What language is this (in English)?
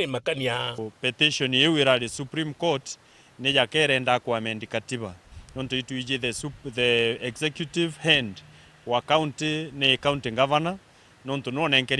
Meru